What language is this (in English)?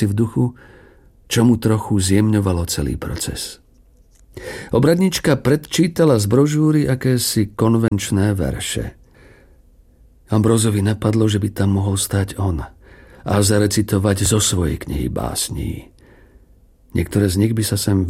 Slovak